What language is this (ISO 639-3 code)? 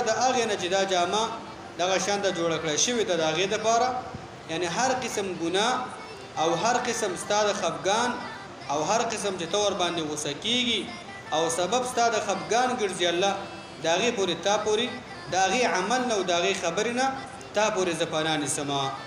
pus